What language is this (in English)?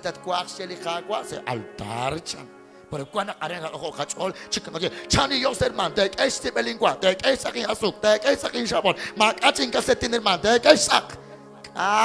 Kekchí